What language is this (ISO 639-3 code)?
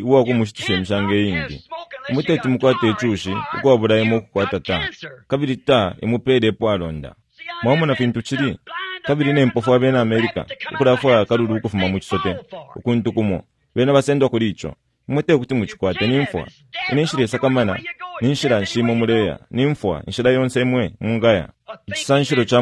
bem